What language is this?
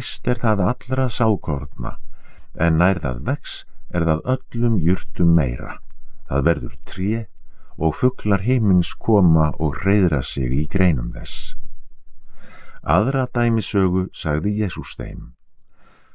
Icelandic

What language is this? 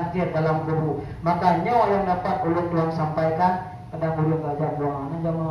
Achinese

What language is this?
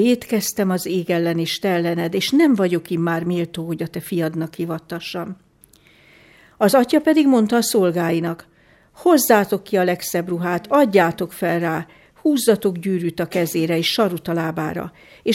Hungarian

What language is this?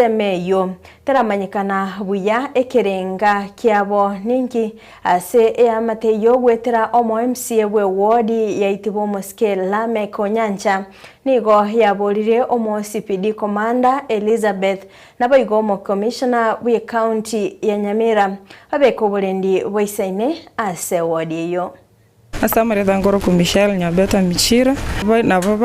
Gusii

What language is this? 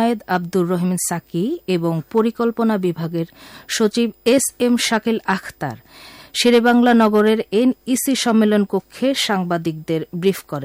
Bangla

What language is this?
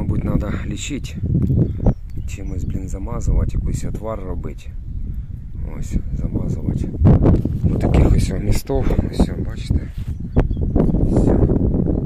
Ukrainian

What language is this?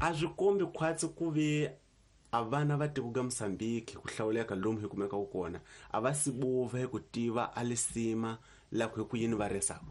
Tsonga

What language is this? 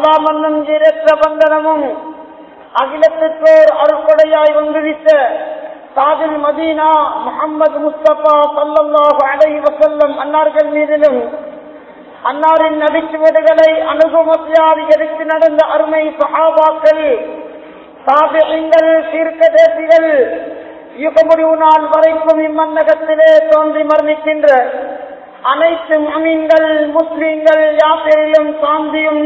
Tamil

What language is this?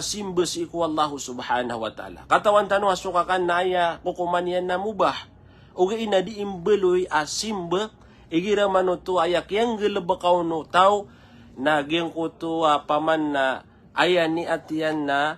Maranao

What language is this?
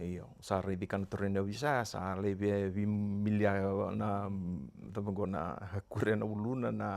Fijian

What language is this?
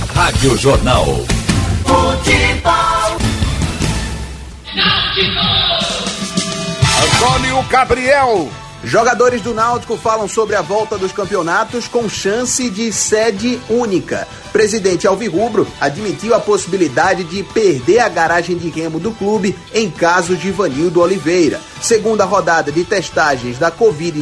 Portuguese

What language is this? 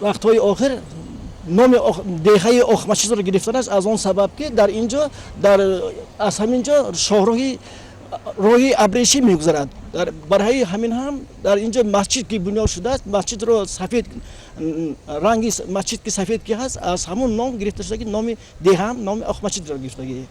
Tajik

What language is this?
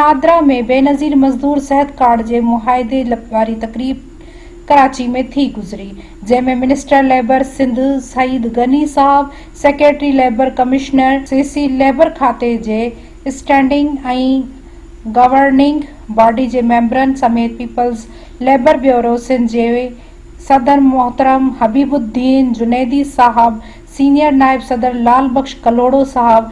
Sindhi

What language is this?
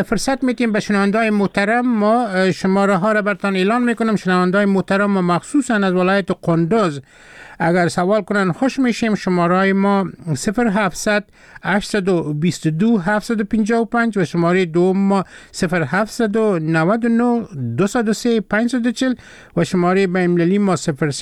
Persian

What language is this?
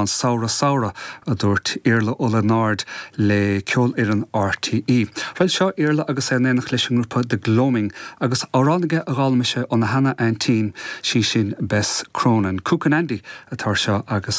Irish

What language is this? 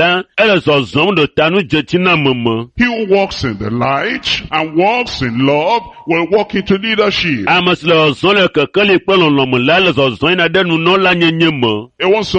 Ewe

